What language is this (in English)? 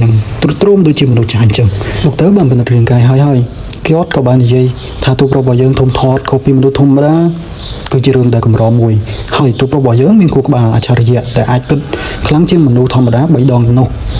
Khmer